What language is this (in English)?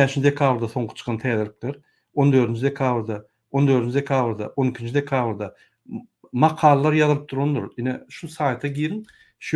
Turkmen